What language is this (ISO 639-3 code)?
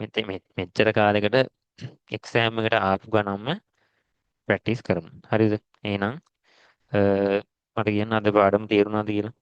sin